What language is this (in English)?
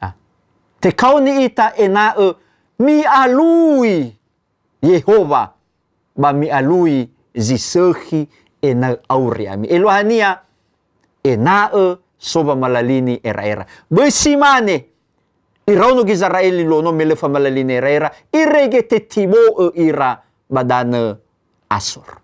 Nias